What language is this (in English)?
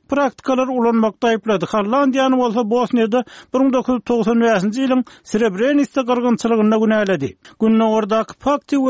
Turkmen